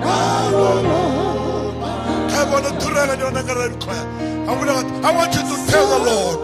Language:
Fijian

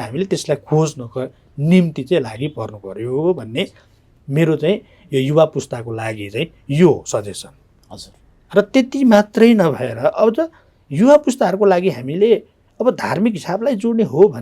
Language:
Nepali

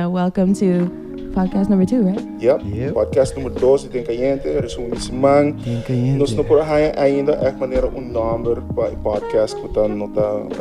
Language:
Papiamento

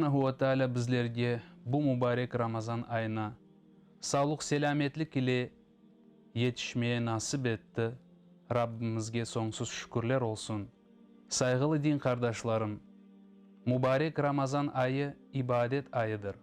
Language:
Crimean Tatar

